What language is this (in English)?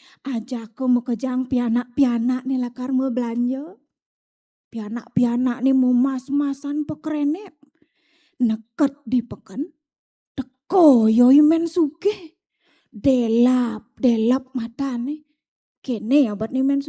Balinese